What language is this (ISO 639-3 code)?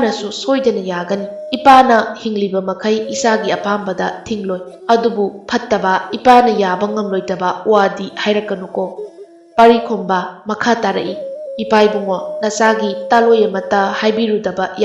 mni